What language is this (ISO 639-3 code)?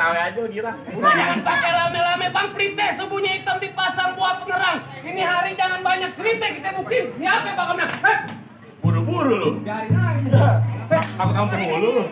bew